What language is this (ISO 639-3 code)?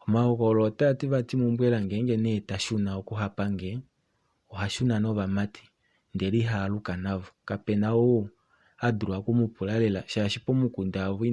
kua